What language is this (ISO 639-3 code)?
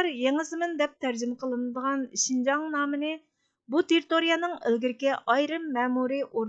uig